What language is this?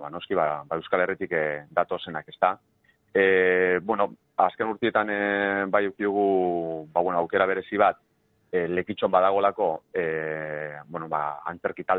Basque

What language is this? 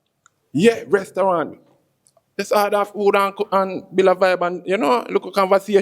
Jamaican Creole English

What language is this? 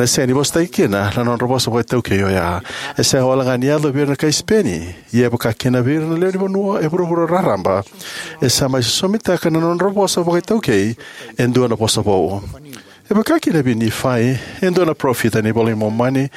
Fijian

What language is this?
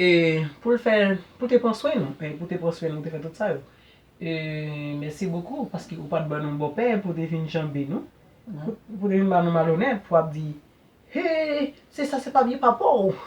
Haitian Creole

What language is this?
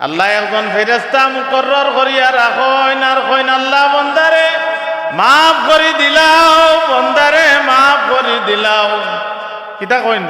Sylheti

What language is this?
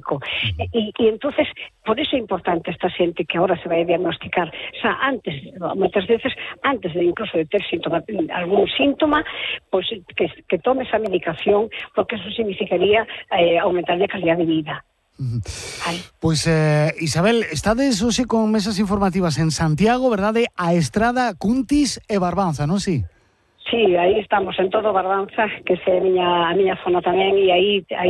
Galician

